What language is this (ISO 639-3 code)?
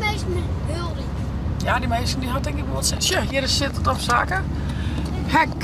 fry